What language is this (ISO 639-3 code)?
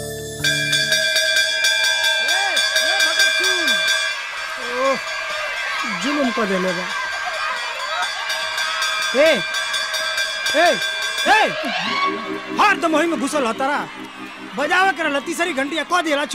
bho